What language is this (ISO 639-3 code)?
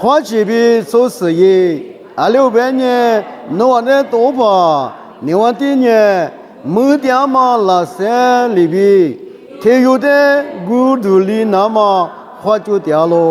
lis